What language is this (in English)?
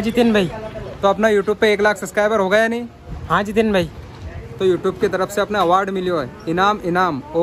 Rajasthani